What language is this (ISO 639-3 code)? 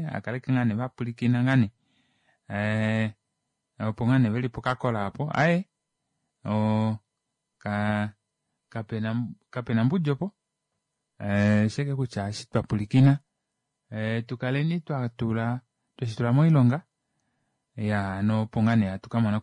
kua